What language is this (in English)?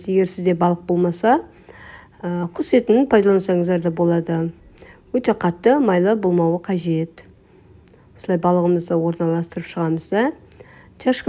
Kazakh